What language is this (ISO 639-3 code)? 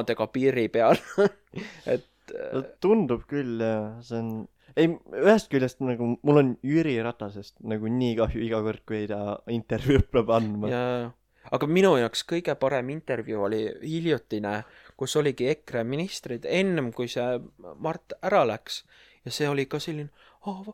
est